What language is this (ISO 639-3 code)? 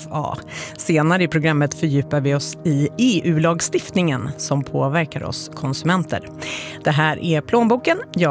swe